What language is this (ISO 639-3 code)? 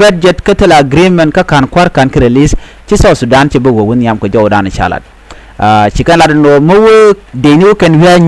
nus